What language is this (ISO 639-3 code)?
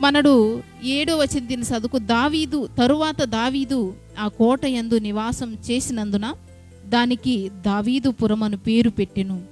kff